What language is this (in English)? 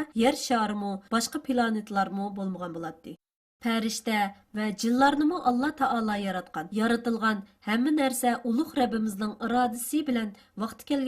Uyghur